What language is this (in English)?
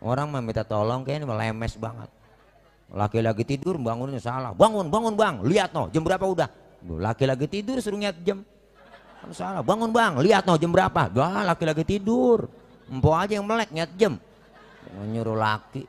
Betawi